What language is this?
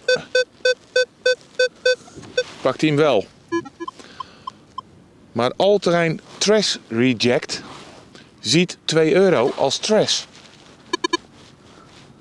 Dutch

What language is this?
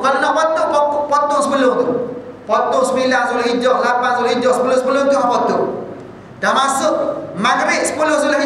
Malay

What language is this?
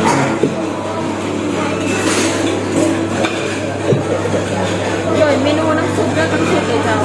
Lao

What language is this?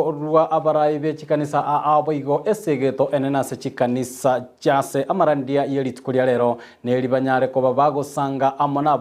Gusii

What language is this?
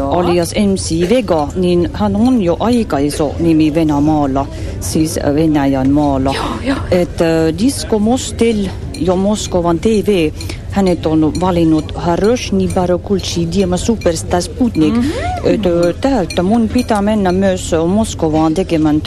Finnish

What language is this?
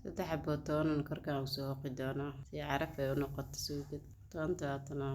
Somali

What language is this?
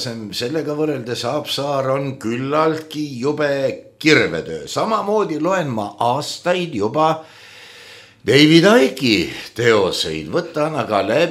Estonian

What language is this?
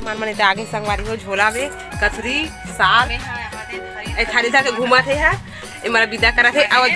Chhattisgarhi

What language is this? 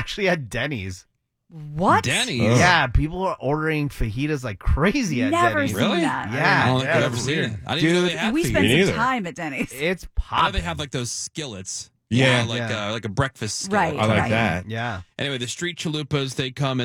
English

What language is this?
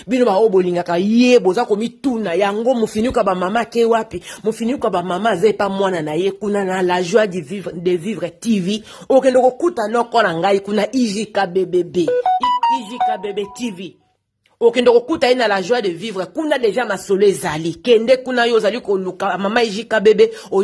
Lingala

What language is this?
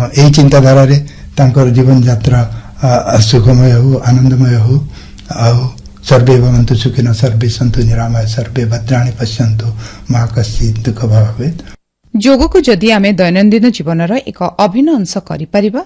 Odia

